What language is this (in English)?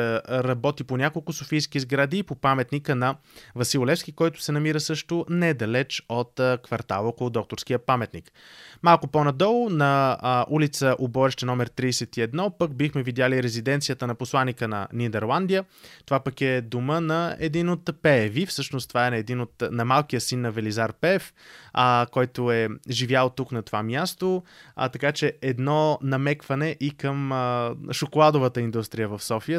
Bulgarian